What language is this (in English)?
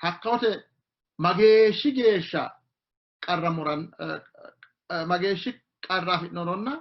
Sidamo